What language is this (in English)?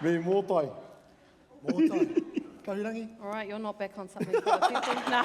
Māori